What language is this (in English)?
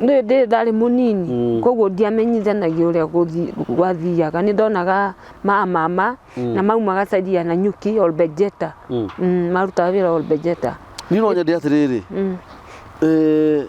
Kikuyu